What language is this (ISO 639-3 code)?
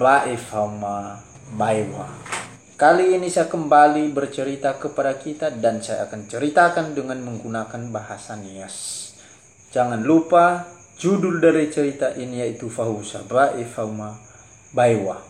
nia